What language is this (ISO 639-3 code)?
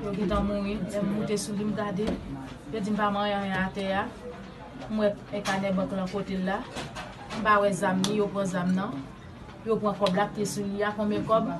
hat